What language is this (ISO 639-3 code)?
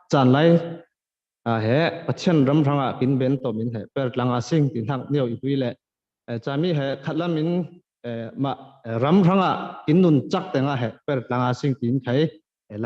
cfm